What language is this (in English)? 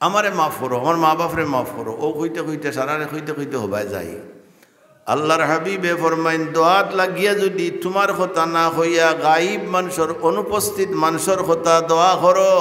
Sylheti